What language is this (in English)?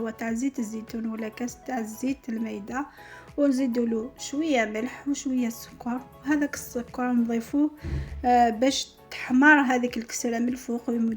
Algerian Arabic